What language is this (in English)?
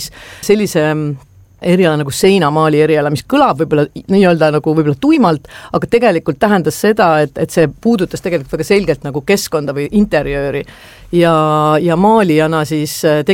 Estonian